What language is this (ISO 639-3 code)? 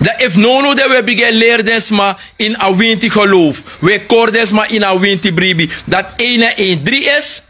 srn